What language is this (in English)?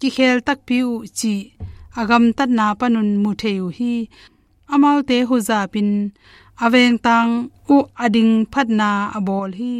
Tedim Chin